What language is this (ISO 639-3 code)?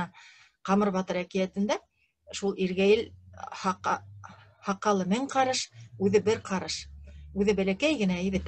bak